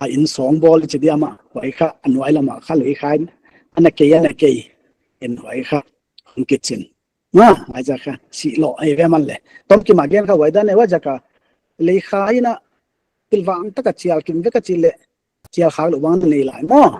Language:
Paite Chin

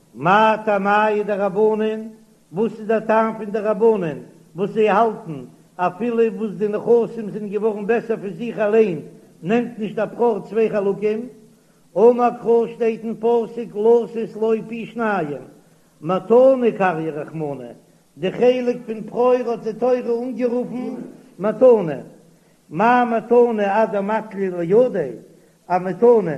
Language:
Yiddish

